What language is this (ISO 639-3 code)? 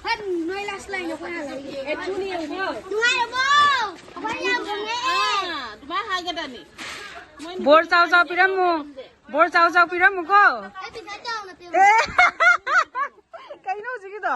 mni